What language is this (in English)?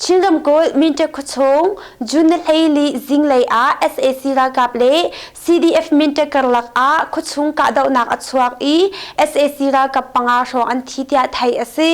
Hakha Chin